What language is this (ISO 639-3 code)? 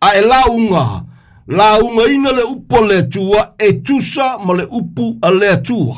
smo